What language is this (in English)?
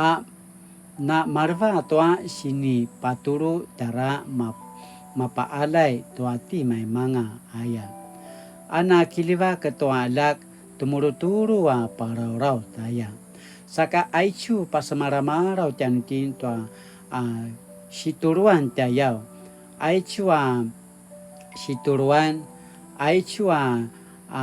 Paiwan